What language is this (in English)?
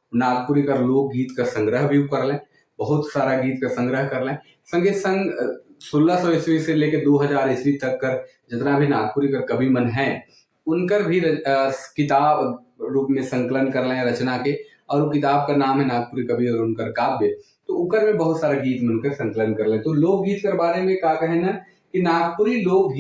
Sadri